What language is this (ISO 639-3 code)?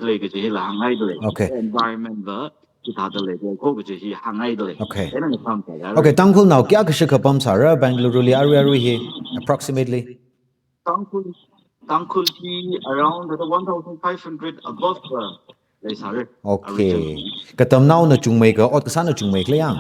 nmf